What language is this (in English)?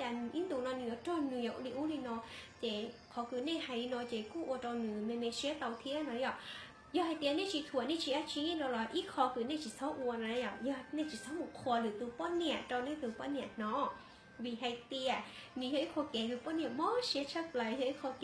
Hmong